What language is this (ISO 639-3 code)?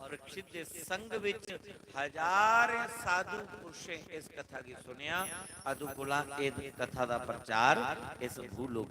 doi